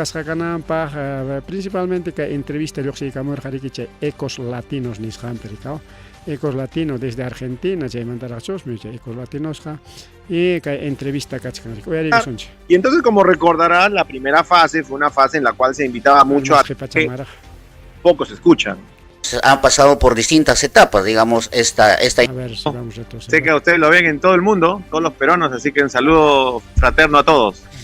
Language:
Ayacucho Quechua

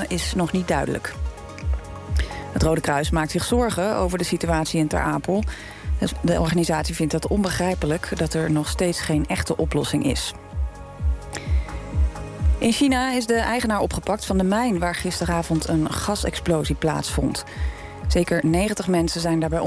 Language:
Dutch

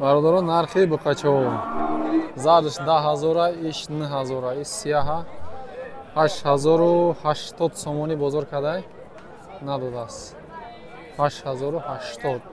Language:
Tajik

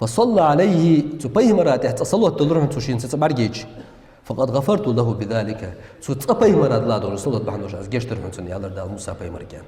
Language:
Ingush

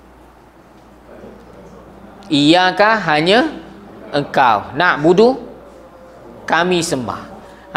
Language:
Malay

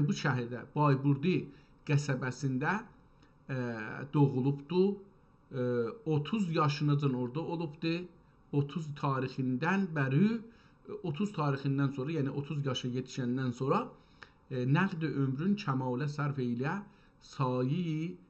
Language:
South Azerbaijani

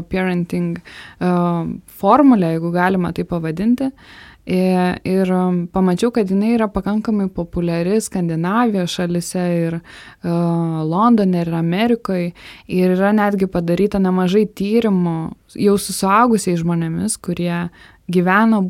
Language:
Lithuanian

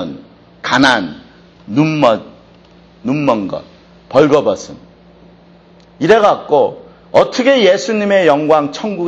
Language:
Korean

